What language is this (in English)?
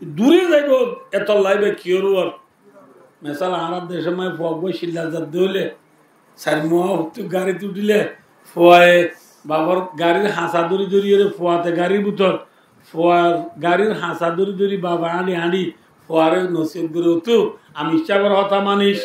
Rohingya